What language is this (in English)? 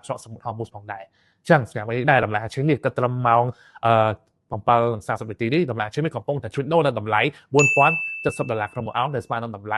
Khmer